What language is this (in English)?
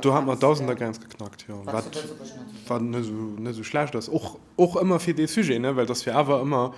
Luxembourgish